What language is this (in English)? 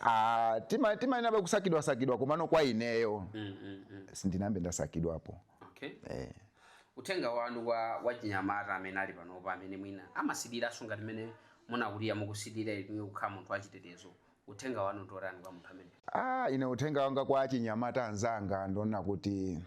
Nyanja